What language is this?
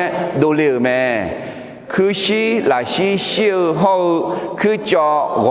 Akha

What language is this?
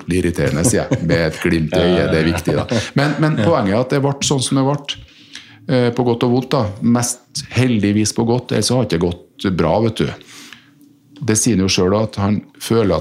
Norwegian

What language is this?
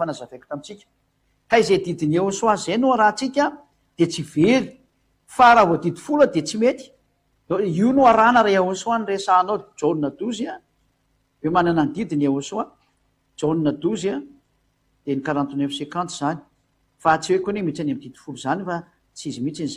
Malagasy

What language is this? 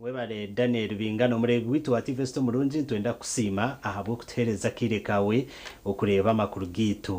Nyankole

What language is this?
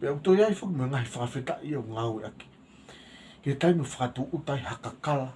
Tongan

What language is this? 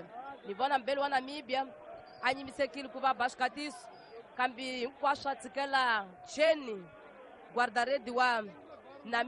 Tsonga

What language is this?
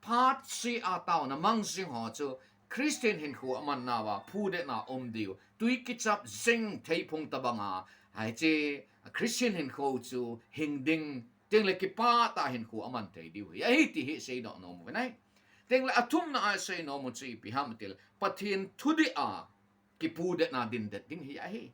Thado Chin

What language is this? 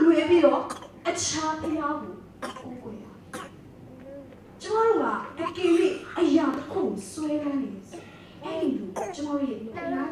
Burmese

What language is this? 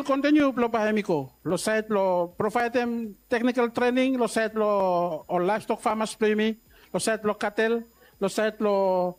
Bislama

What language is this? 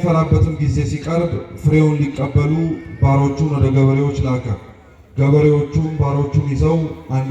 Amharic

